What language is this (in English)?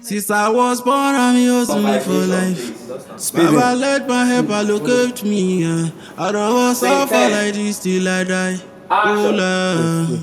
Nigerian Pidgin